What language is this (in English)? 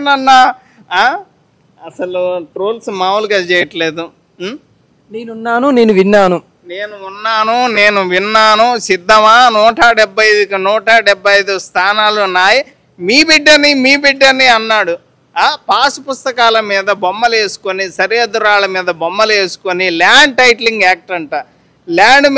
Telugu